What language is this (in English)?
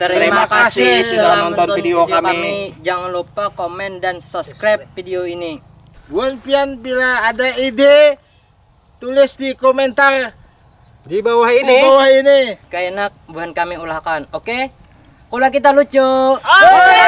Banjar